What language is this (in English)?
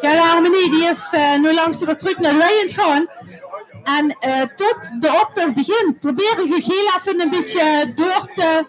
Limburgish